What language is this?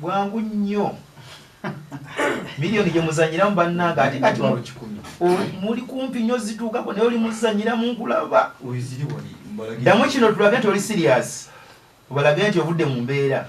Ganda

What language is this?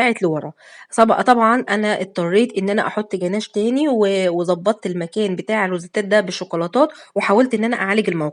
Egyptian Arabic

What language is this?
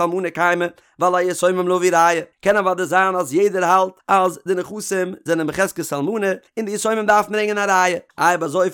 Yiddish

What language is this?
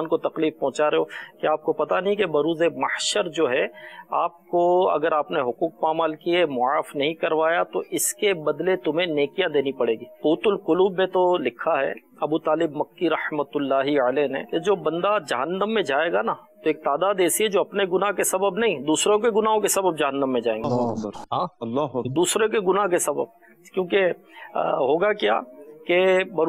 Urdu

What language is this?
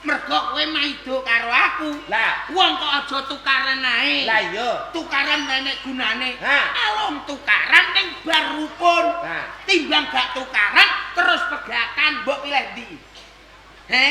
Javanese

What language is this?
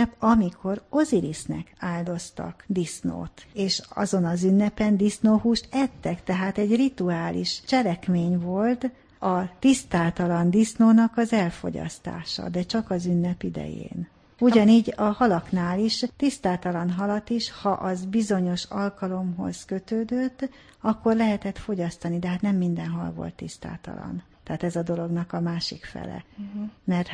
Hungarian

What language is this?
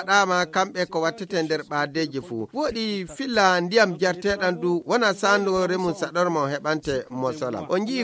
Fula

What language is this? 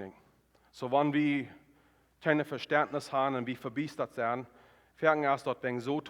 Plautdietsch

